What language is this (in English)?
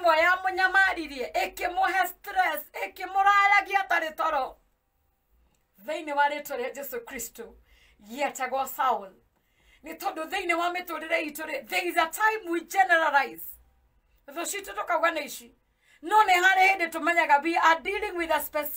Kikuyu